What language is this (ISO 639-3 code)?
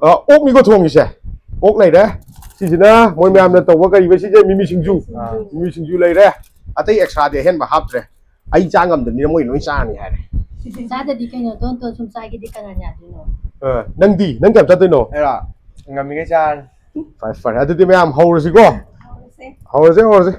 mni